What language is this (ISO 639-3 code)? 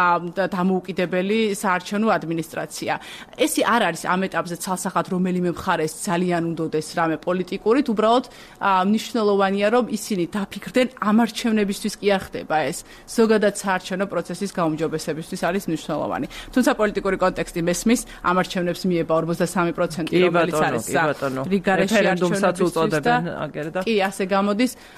kat